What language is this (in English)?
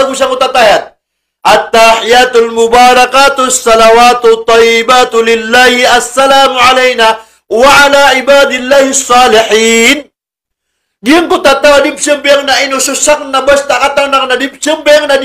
Maranao